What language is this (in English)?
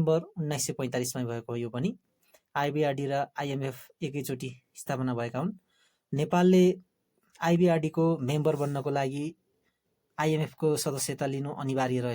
Nepali